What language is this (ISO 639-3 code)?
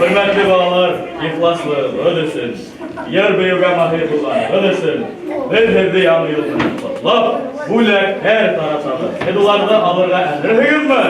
bak